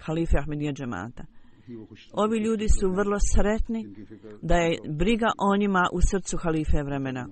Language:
Bosnian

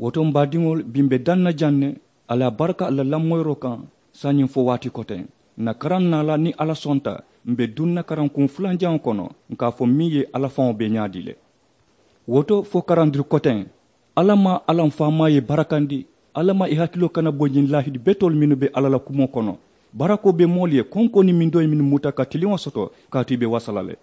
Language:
Mandingo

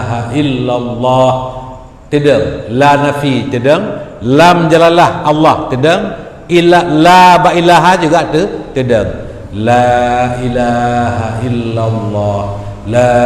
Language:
Achinese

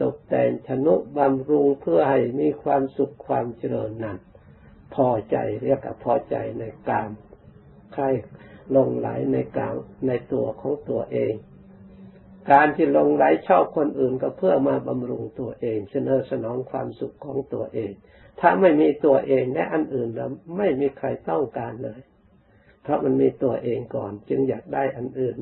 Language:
Thai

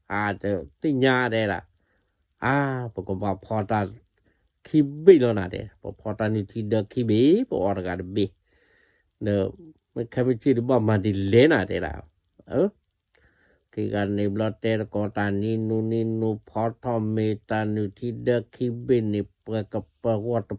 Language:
S'gaw Karen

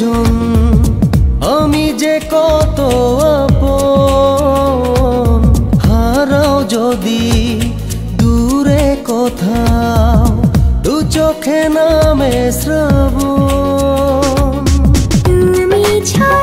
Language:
Bangla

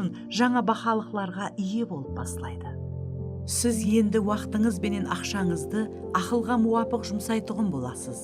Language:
Kara-Kalpak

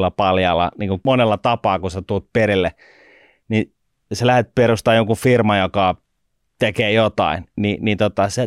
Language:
Finnish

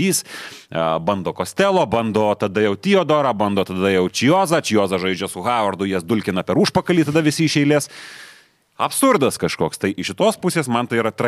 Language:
Lithuanian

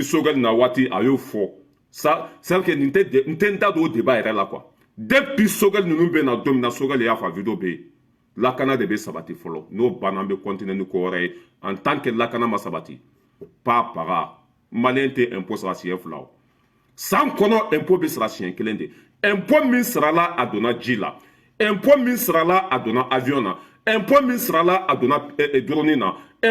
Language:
Bambara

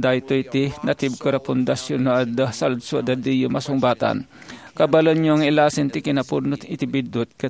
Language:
Iloko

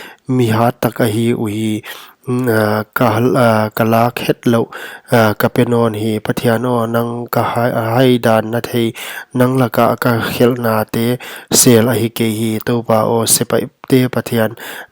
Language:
Paite Chin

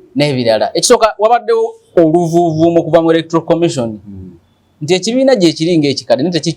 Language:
Ganda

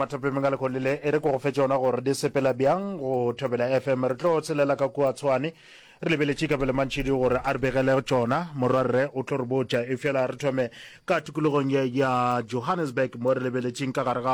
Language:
Northern Sotho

